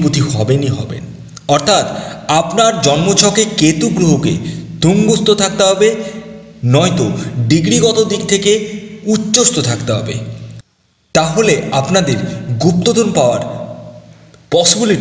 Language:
Bangla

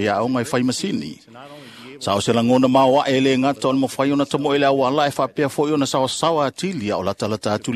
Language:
Samoan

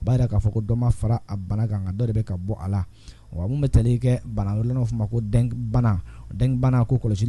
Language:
Bambara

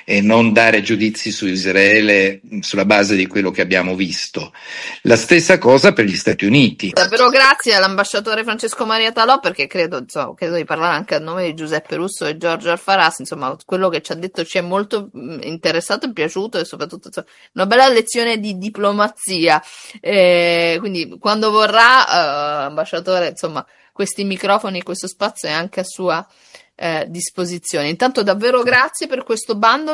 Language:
Italian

